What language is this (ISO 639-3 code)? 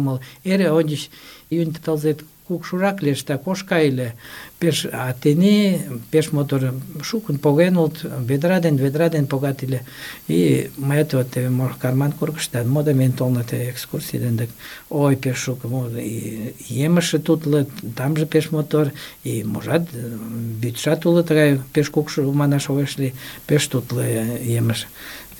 chm